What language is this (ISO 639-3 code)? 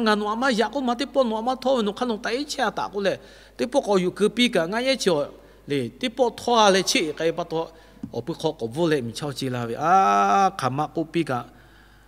lhu